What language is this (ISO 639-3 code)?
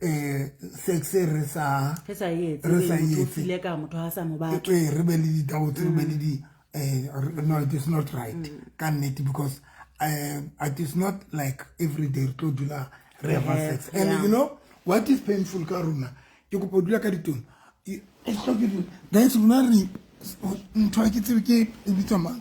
sot